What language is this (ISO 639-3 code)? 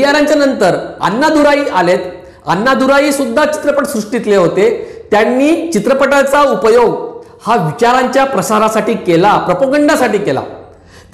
mar